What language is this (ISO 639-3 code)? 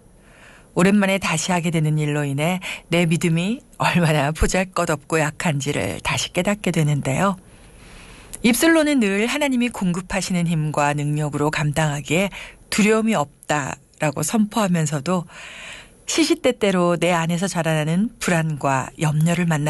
kor